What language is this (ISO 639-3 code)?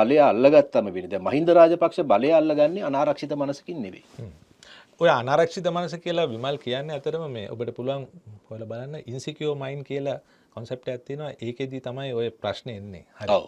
sin